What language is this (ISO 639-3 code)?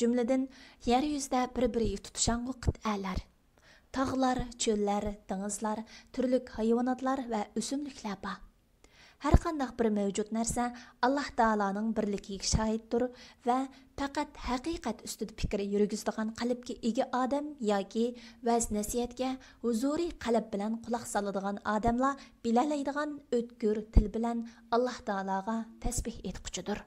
uig